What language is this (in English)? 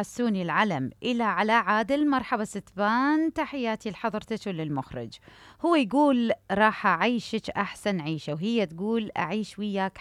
Mesopotamian Arabic